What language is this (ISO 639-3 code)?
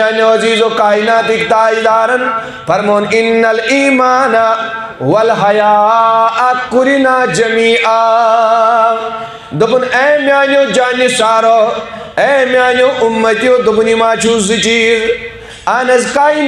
kas